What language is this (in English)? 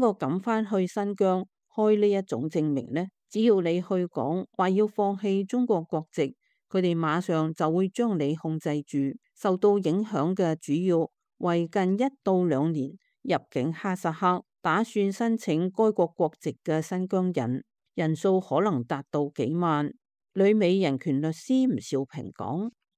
Cantonese